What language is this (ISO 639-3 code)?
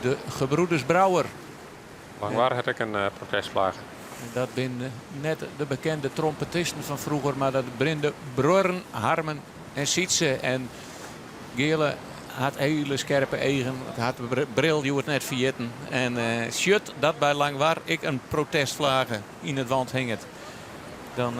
fry